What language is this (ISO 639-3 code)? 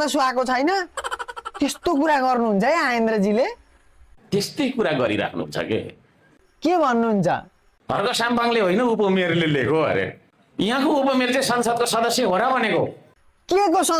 nep